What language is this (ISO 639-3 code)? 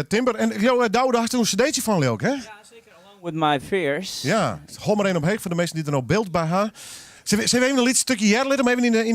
fry